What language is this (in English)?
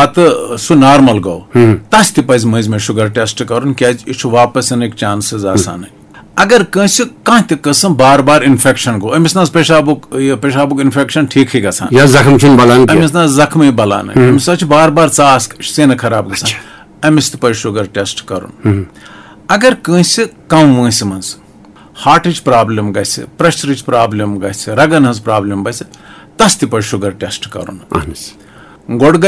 Kashmiri